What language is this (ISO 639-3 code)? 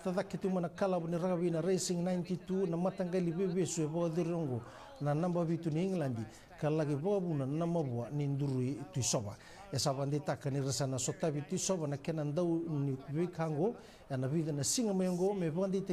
fij